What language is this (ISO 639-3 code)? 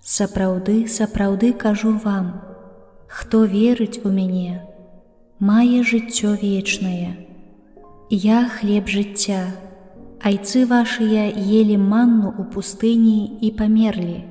bel